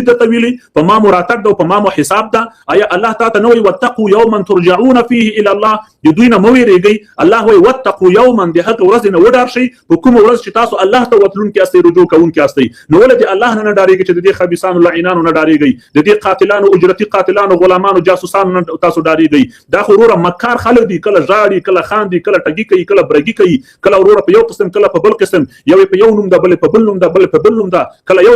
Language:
Pashto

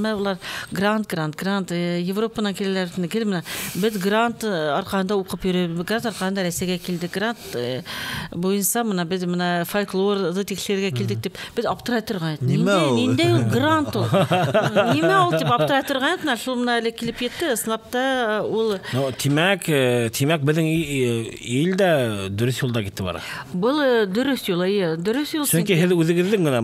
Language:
Bashkir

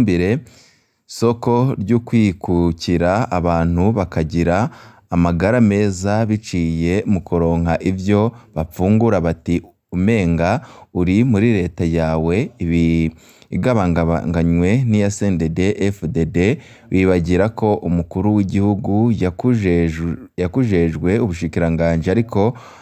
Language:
Rundi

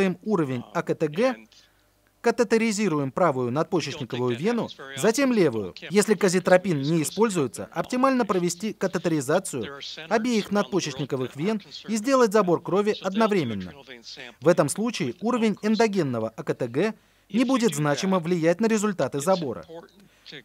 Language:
Russian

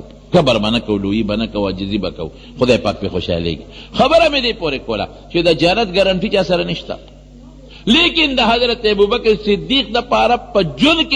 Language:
Pashto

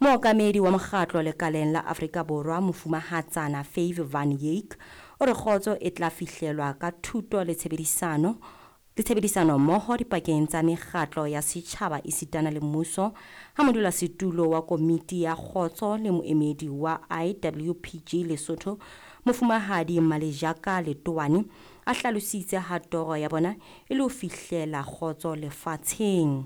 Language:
Southern Sotho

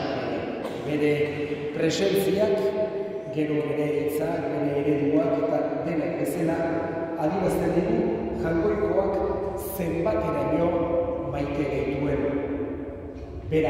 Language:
Basque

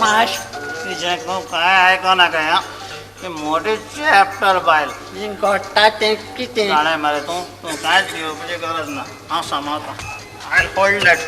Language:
Konkani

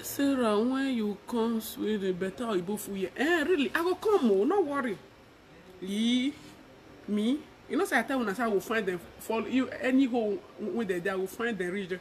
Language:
Nigerian Pidgin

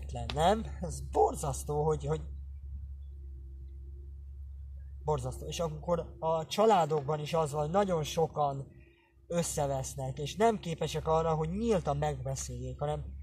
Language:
Hungarian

